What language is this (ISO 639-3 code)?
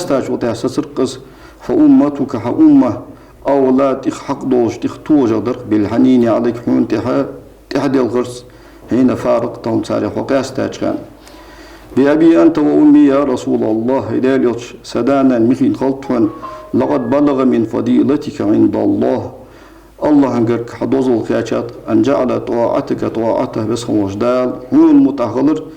inh